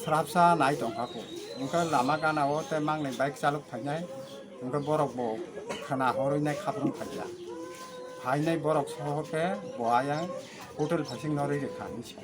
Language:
Kok Borok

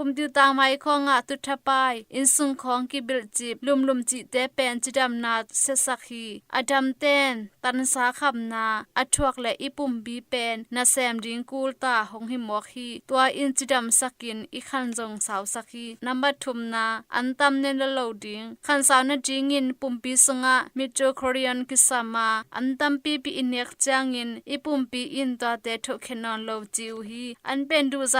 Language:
Tedim Chin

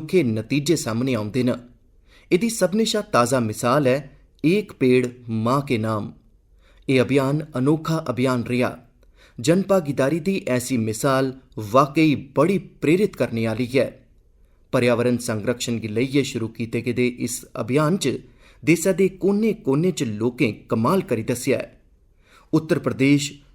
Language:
Dogri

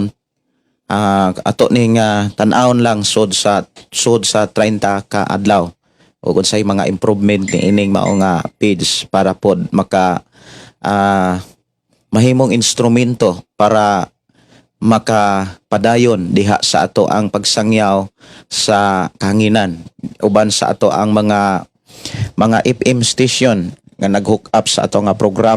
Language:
Cebuano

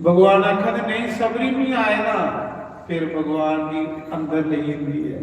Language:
Dogri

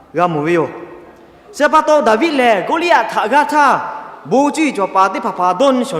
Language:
Lahu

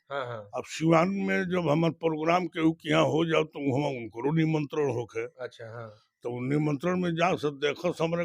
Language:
Bhojpuri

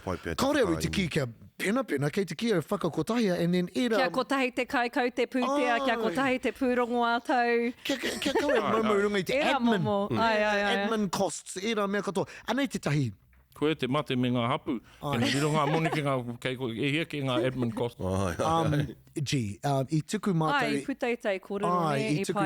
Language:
Māori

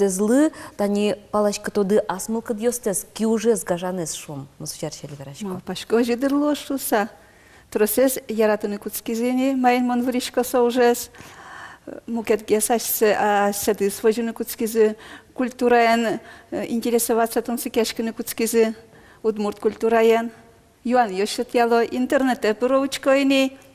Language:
Udmurt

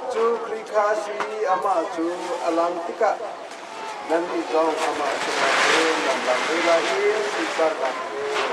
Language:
Hakha Chin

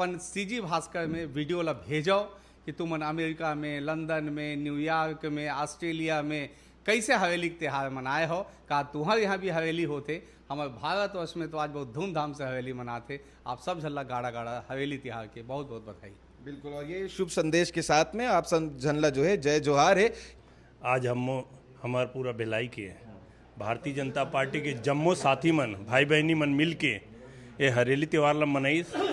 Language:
Chhattisgarhi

